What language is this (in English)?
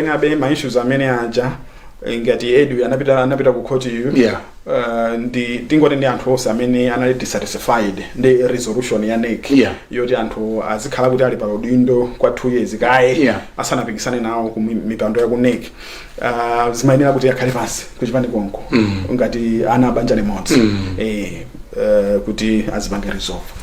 Nyanja